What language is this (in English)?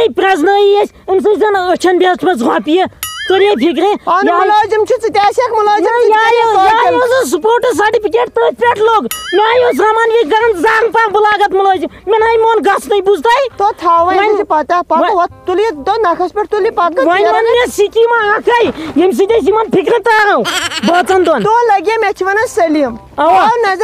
Kashmiri